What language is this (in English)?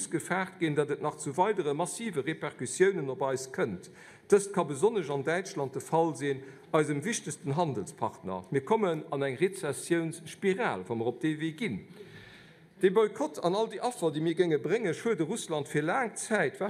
Luxembourgish